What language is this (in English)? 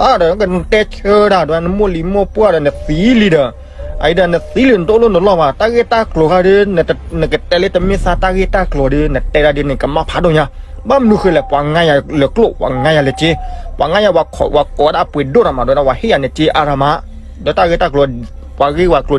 S'gaw Karen